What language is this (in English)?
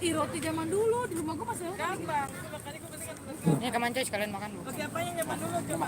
Betawi